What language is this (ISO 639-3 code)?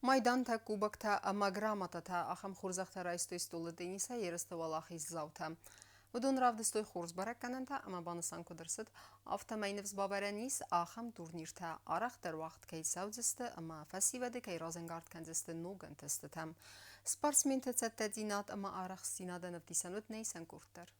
oss